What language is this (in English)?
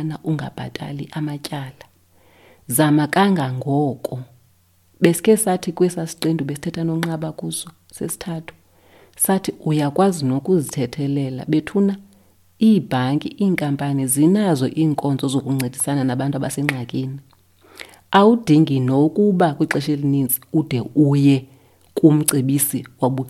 Xhosa